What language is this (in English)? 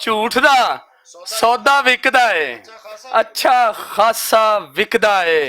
Western Panjabi